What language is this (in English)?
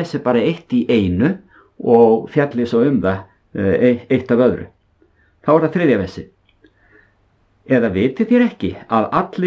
Icelandic